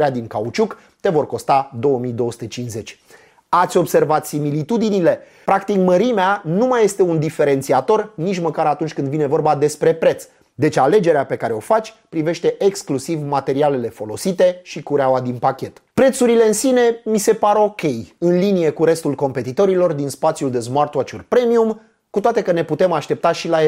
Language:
Romanian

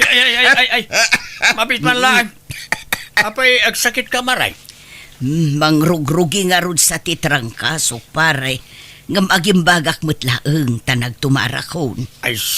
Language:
Iloko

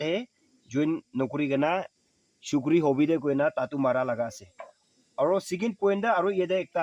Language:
Naga Pidgin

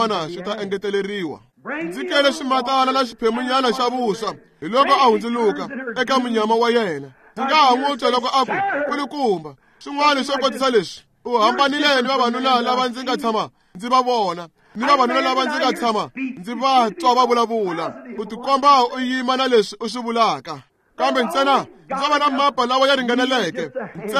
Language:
Tsonga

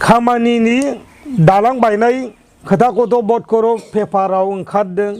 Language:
Bodo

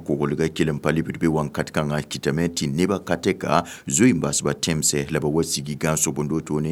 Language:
Mossi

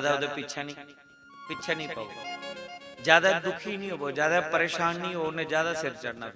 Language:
Dogri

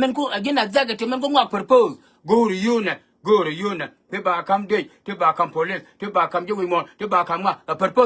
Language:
Nuer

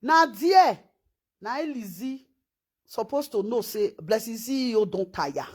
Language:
Nigerian Pidgin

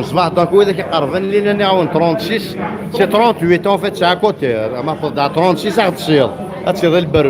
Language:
Kabyle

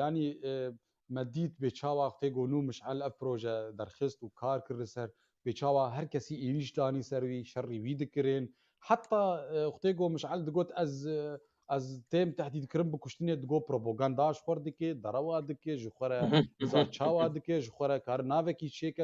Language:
Kurdish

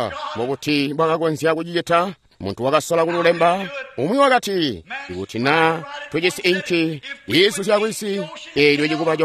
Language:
Tonga (Zambia)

